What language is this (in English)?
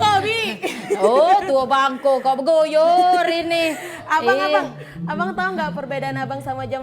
Musi